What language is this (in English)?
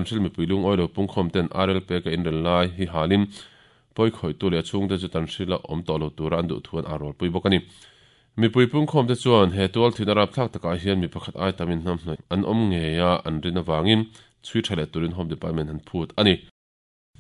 Mizo